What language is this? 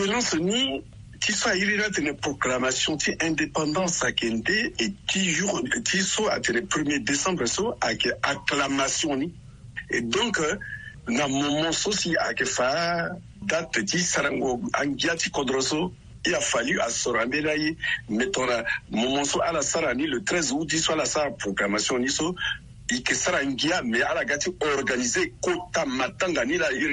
Sango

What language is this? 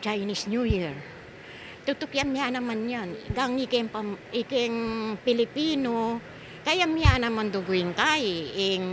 Pampanga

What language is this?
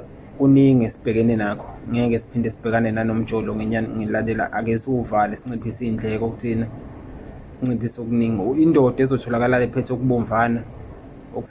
Zulu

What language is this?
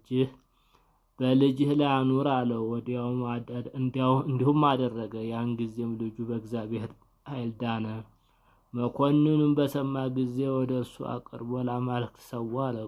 Amharic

